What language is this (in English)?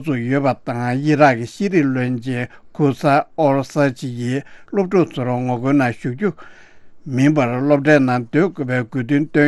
Tibetan